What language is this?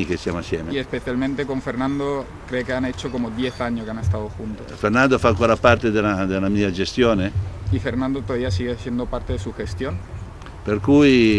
Italian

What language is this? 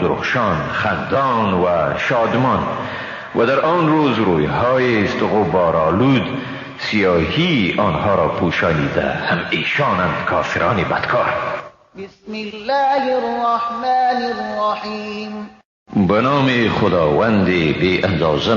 Persian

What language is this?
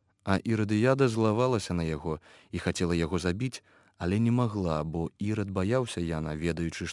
Belarusian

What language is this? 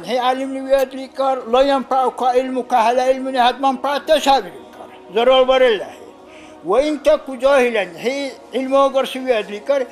Dargwa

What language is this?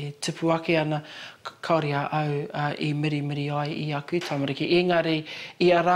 Māori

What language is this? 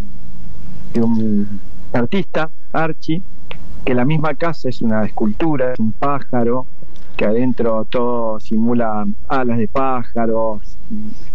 Spanish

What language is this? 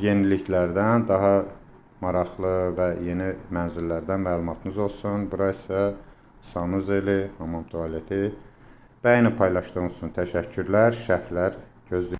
Azerbaijani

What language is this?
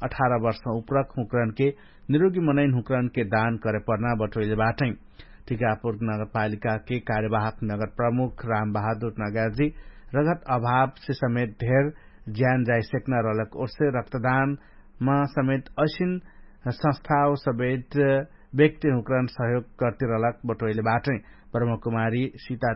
Dangaura Tharu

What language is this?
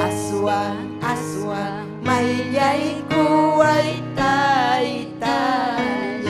Ayacucho Quechua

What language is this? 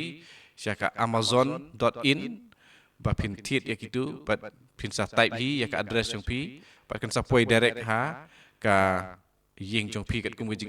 Khasi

